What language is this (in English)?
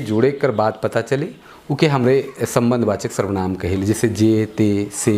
Sadri